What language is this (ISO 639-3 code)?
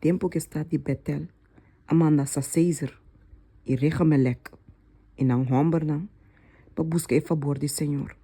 pap